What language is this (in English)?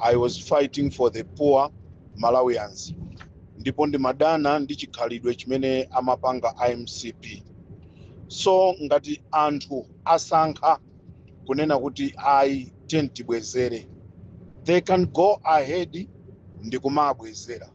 Nyanja